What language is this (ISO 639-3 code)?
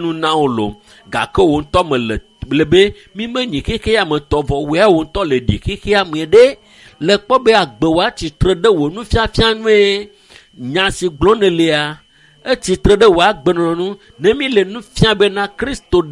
ewe